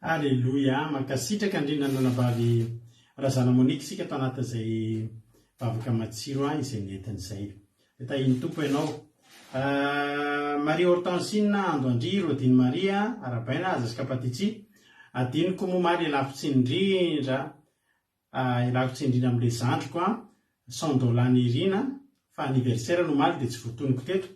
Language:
Malagasy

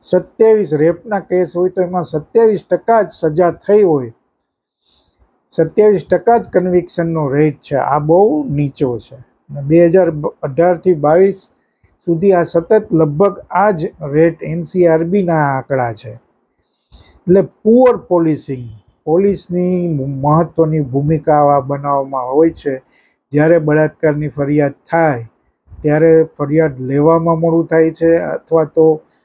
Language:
Gujarati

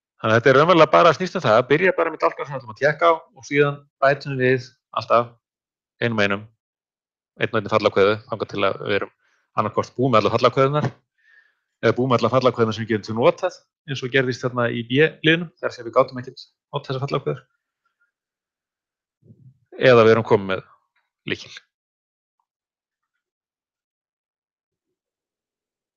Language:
Icelandic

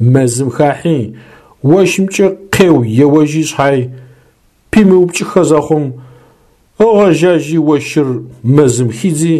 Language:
Adyghe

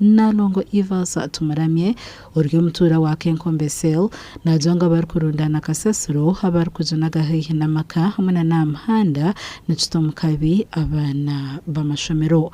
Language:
Nyankole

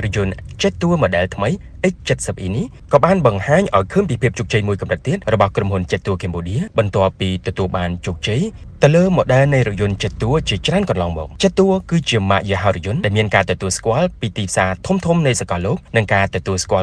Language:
Khmer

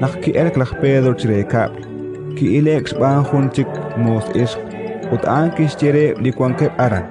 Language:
Kekchí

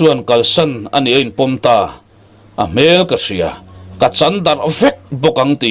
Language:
Mizo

